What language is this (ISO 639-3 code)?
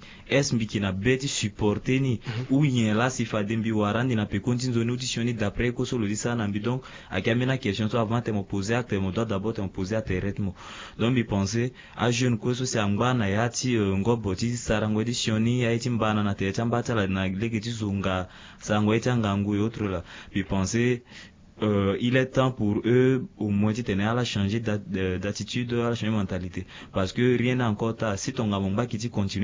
sag